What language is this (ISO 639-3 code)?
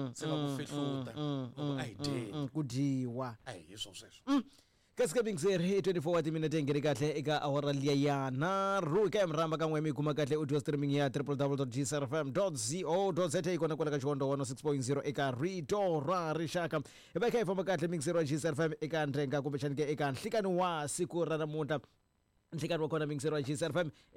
tso